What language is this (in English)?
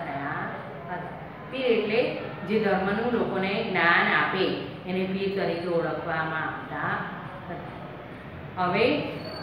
Gujarati